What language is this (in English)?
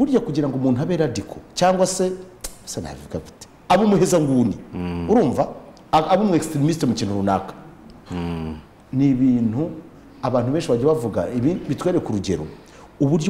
Kinyarwanda